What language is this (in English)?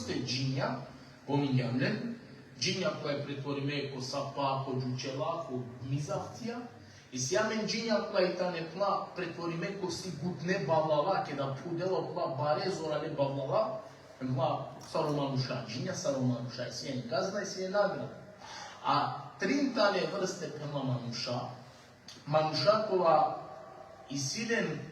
Balkan Romani